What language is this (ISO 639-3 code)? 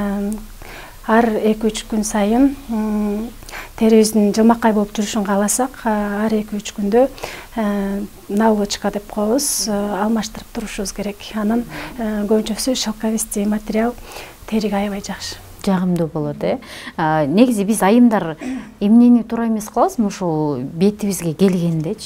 kir